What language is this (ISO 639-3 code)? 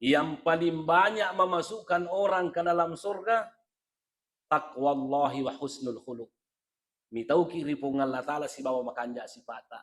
bug